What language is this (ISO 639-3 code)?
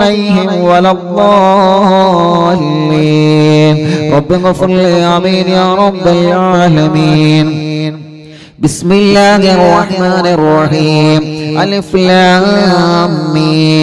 mal